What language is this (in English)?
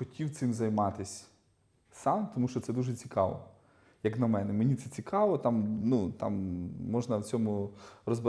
Ukrainian